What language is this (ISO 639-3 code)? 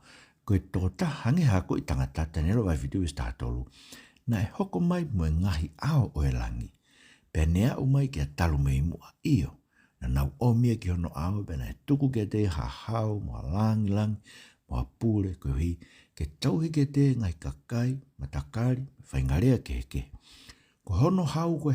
ton